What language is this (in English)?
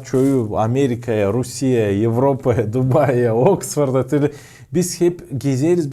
Gagauz